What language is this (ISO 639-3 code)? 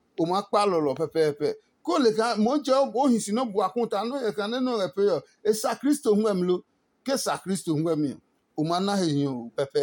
ada